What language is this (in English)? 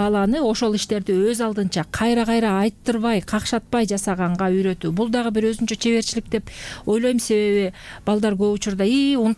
Kyrgyz